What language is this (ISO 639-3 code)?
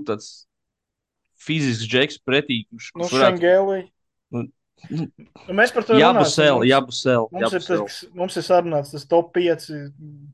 lav